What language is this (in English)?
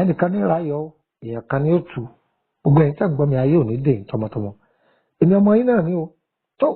Yoruba